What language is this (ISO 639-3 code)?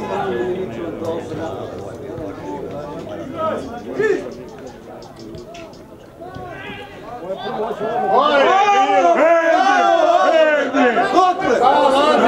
hrv